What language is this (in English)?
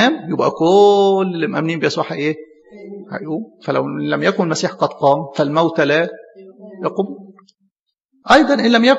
Egyptian Arabic